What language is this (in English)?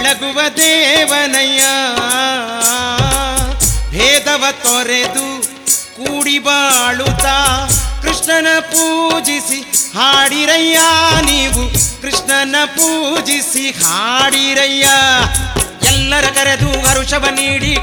Kannada